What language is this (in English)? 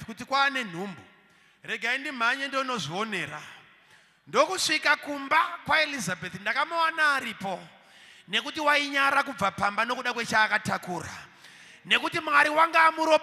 Shona